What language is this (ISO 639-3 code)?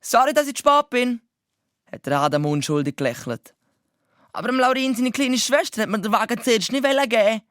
gsw